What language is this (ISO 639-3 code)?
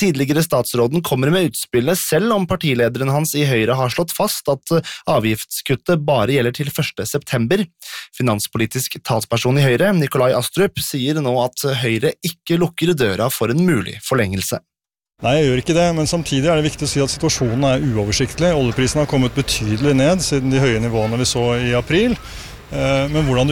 nor